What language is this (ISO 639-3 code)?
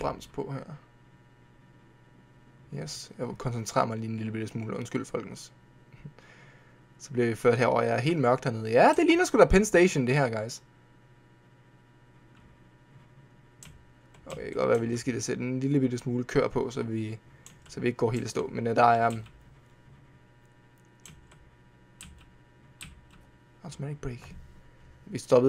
dan